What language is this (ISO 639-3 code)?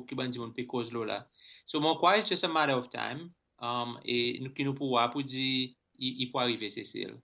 crs